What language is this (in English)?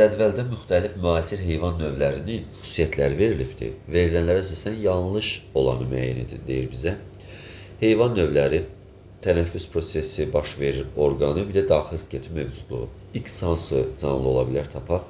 Azerbaijani